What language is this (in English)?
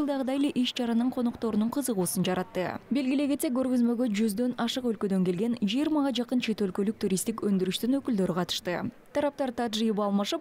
Kyrgyz